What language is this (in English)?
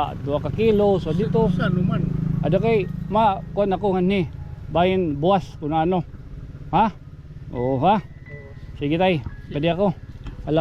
Waray